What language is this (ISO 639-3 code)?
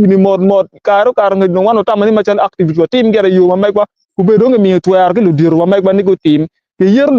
ach